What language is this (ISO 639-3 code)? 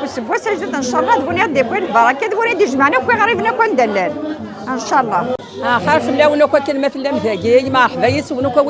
kab